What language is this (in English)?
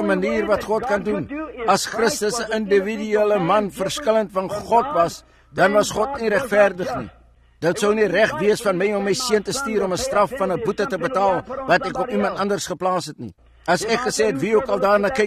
Afrikaans